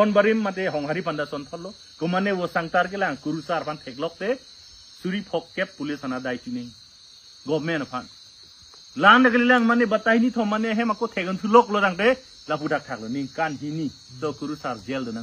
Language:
Karbi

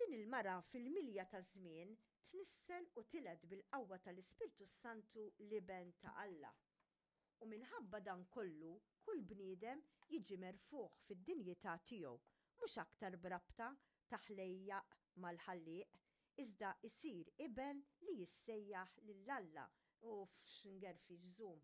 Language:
Maltese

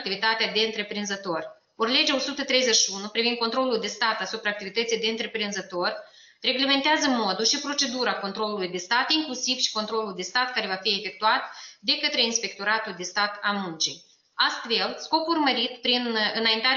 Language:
Romanian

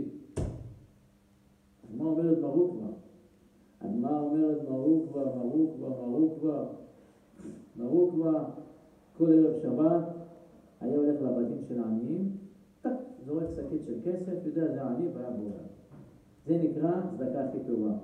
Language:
Hebrew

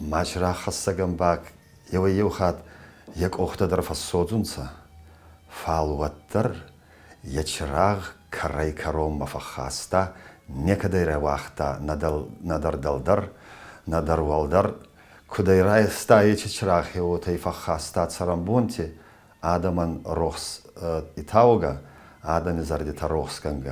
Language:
Ossetic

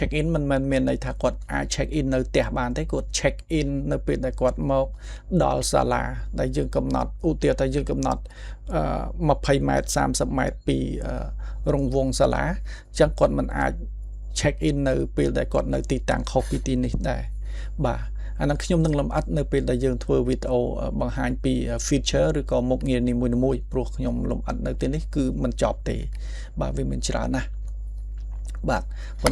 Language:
Khmer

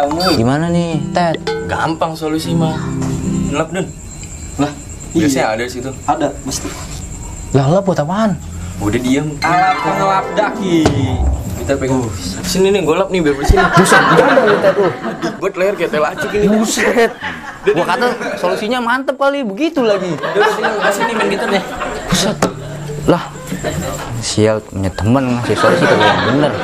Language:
Betawi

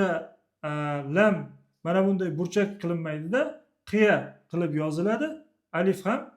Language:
Uzbek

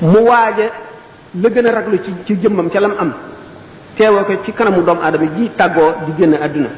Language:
Wolof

